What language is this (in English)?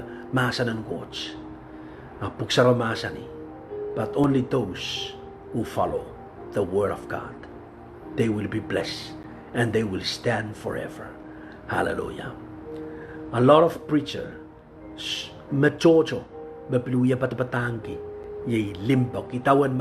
Pohnpeian